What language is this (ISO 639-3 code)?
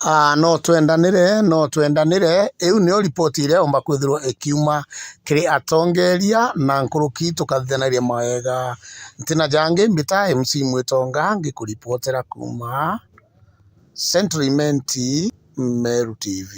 mer